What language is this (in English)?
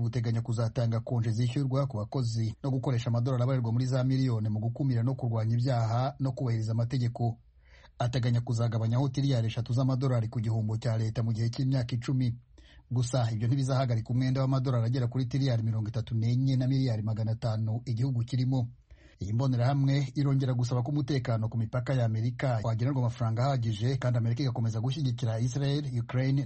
Kinyarwanda